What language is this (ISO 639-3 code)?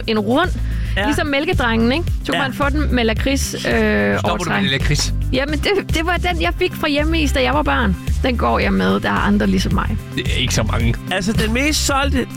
dan